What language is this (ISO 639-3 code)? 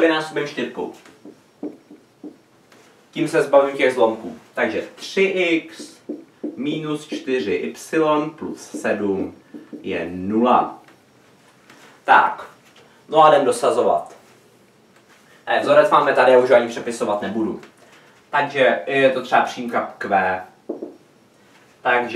ces